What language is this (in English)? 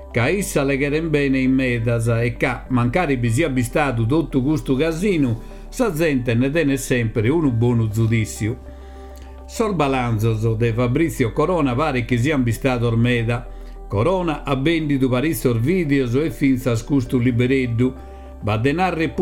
Sardinian